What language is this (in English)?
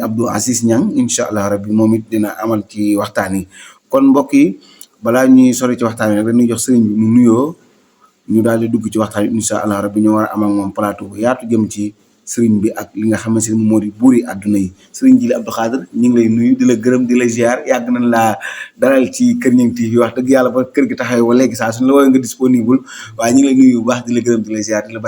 Wolof